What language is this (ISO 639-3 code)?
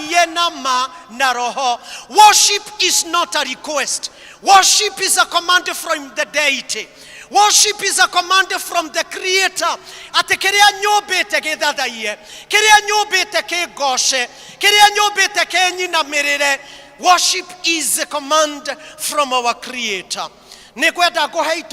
kik